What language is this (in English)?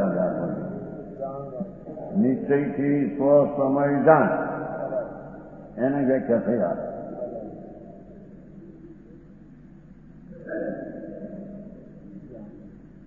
Gujarati